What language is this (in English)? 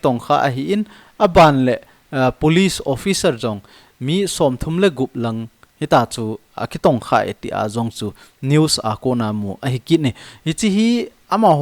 Thado Chin